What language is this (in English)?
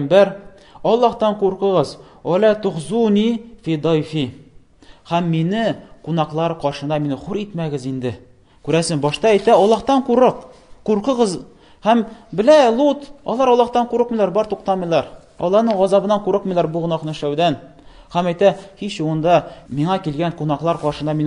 Tatar